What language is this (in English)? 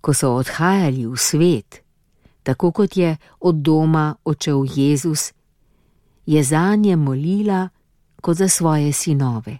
Slovenian